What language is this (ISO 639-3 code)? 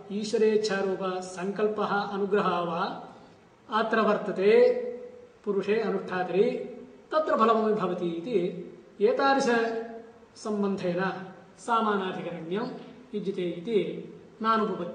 san